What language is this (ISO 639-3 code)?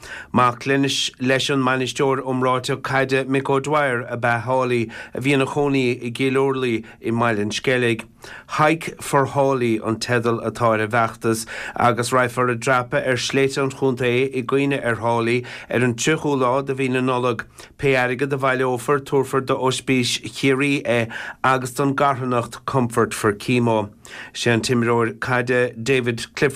gle